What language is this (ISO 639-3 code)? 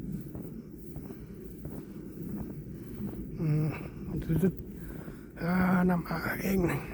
cmo